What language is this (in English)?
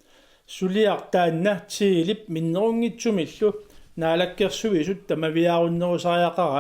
Kalaallisut